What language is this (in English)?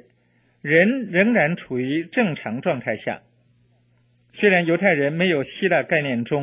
Chinese